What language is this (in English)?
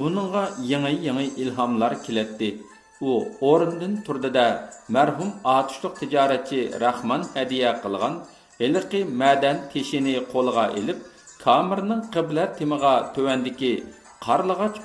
Uyghur